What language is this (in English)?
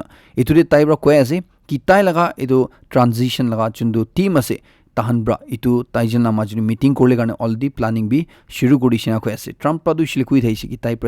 Naga Pidgin